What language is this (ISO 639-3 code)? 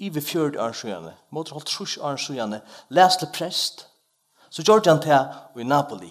fao